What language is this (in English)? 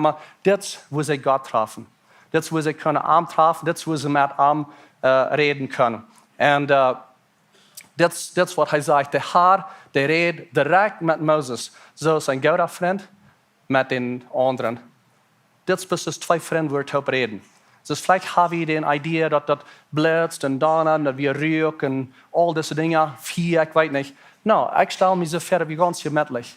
Plautdietsch